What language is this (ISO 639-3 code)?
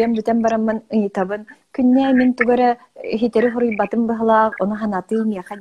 sah